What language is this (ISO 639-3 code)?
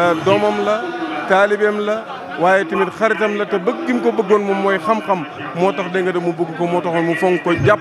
wol